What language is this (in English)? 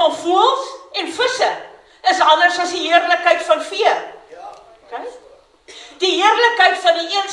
Afrikaans